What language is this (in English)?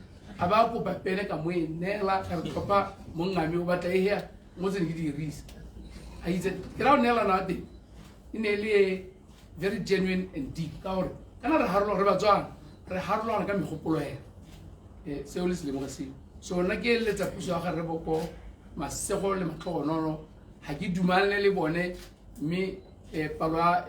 Tswana